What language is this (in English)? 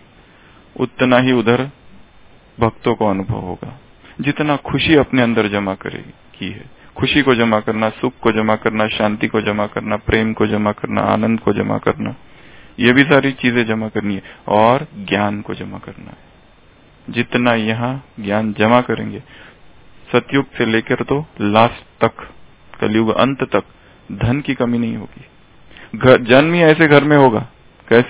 Hindi